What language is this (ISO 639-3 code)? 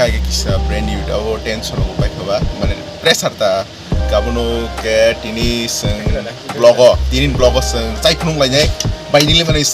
trp